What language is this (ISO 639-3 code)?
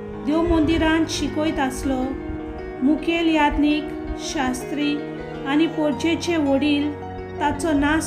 kok